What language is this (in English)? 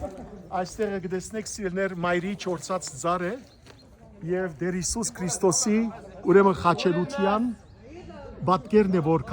Western Armenian